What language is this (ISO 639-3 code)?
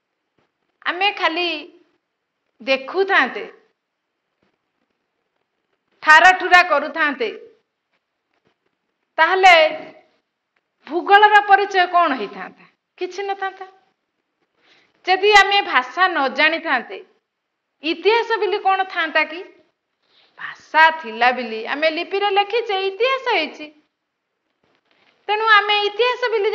ori